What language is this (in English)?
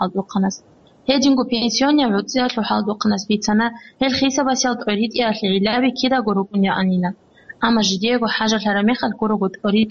Avaric